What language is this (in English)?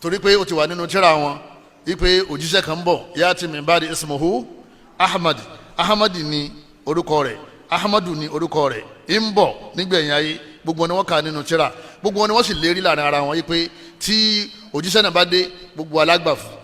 Yoruba